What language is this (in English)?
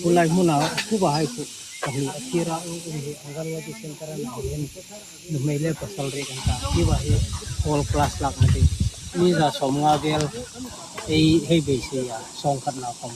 Hmar